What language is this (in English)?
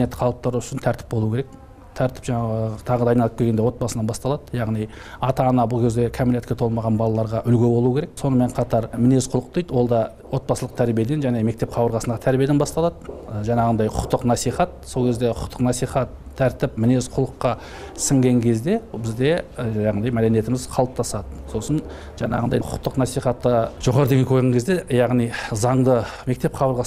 Kazakh